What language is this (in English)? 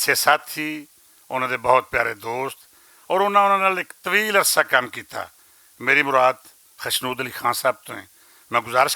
Western Panjabi